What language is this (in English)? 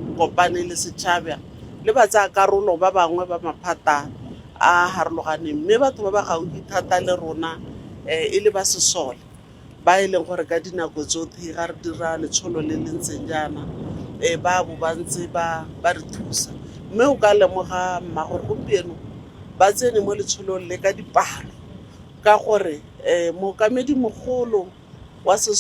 Tswana